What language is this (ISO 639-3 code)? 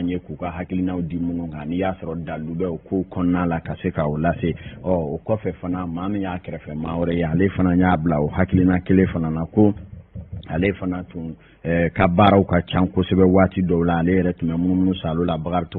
bam